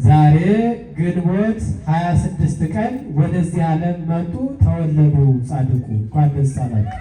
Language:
Amharic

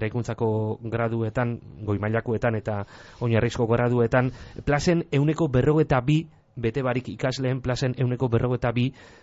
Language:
Basque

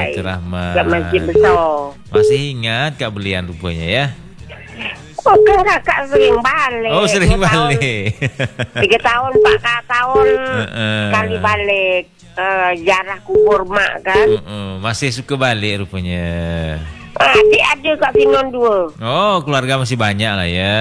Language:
Malay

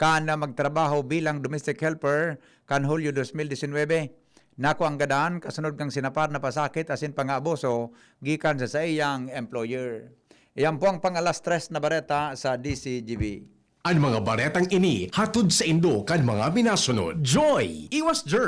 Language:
Bikol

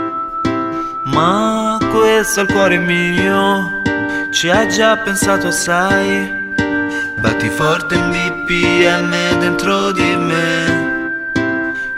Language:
Italian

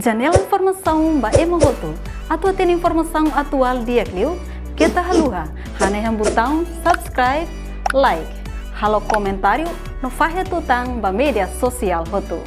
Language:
Tetum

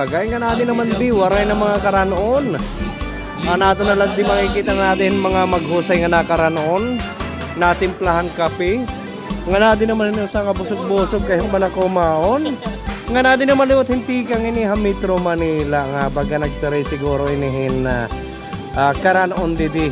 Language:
Waray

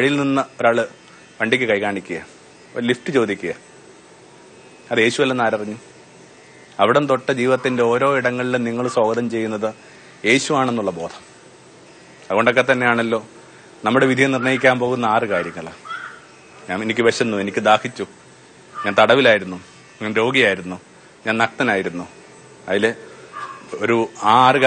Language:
Malayalam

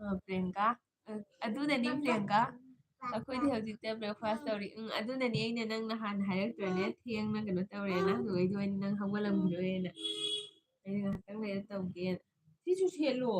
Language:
Manipuri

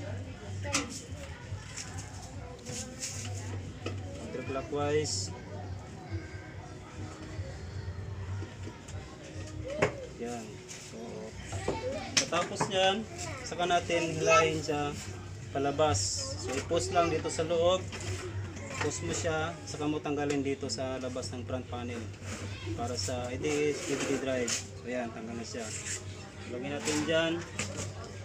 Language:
Filipino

